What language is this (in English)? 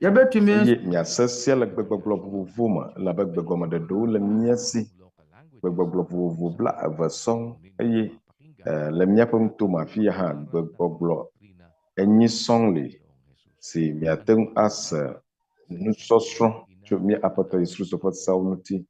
Ewe